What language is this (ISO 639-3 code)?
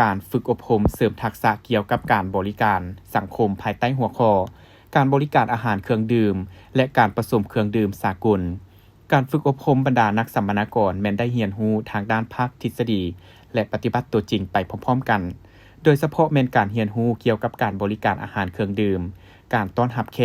lao